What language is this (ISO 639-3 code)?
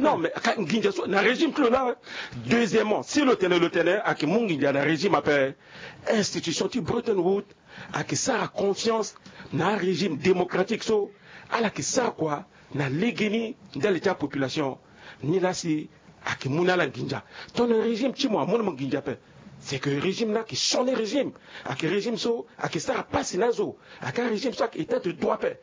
sag